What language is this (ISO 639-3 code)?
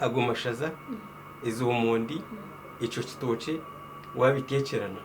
nyn